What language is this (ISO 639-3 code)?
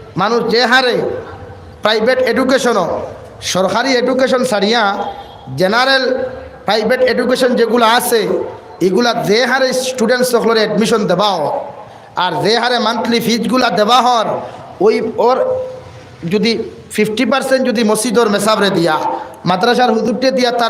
syl